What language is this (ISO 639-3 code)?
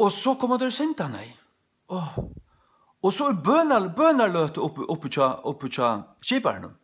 fao